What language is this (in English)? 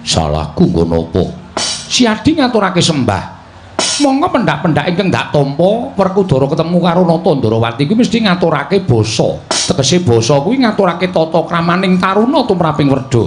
Javanese